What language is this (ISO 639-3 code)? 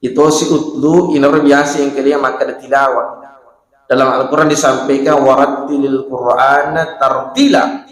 bug